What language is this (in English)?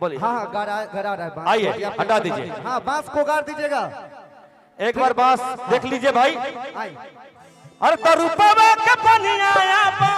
Magahi